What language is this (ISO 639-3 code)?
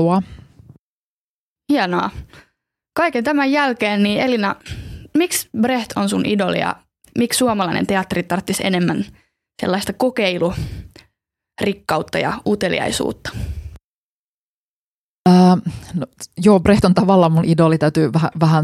fin